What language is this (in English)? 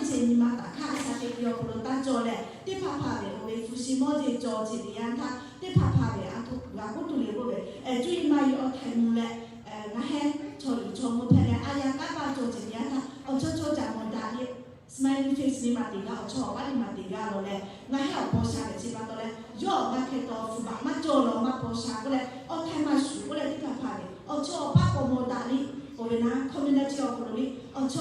Lahu